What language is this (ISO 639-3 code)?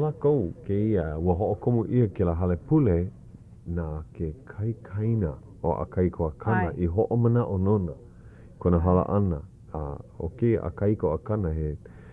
haw